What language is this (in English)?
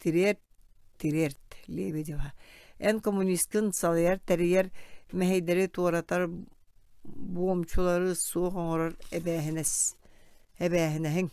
Yakut